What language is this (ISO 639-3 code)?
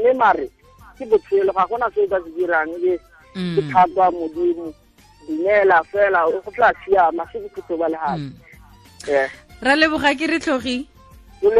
tsn